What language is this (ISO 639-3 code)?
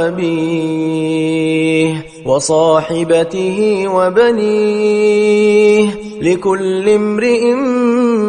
ara